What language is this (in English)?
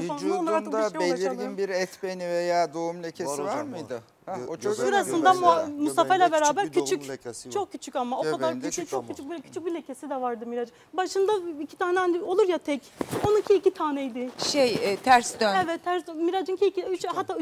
Turkish